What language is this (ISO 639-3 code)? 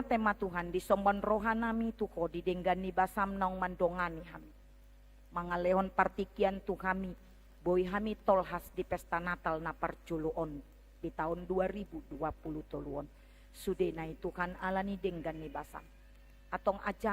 bbc